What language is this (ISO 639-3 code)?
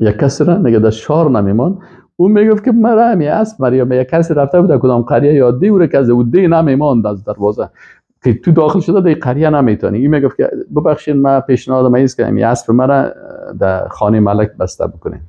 fas